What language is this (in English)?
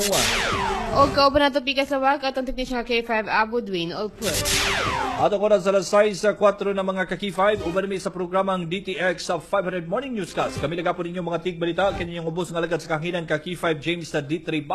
Cebuano